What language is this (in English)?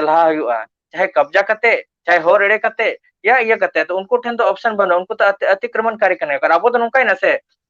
Santali